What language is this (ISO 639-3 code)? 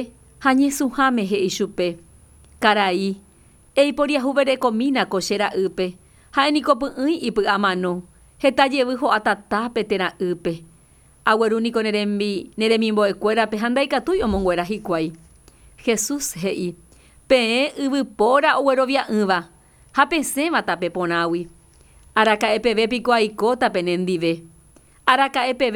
grn